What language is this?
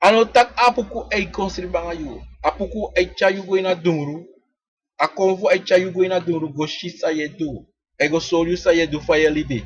Sranan Tongo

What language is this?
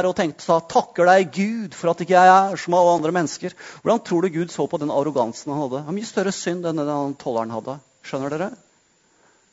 Norwegian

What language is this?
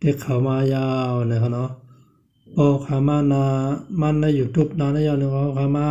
Shan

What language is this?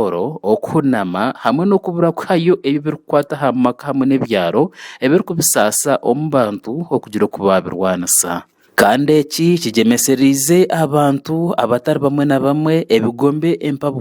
Nyankole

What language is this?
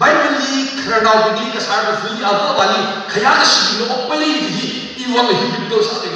Tangkhul Naga (India)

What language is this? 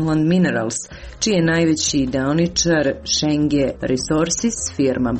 Serbian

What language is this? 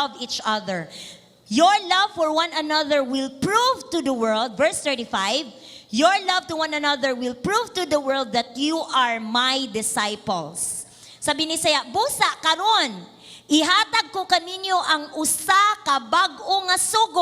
Cebuano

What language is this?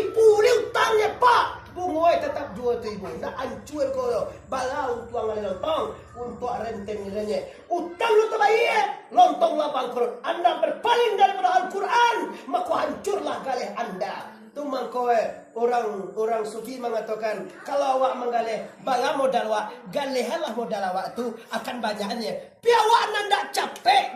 Minangkabau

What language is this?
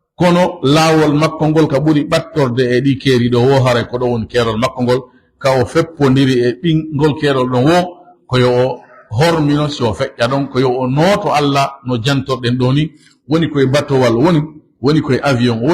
Fula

